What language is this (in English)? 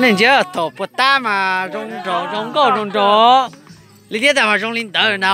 Hmong